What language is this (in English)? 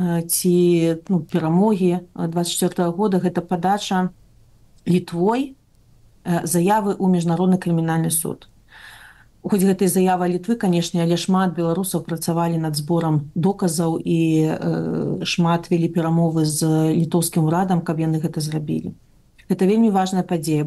Belarusian